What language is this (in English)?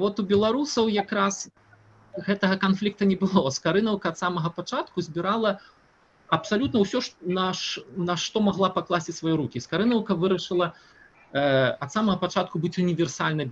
Belarusian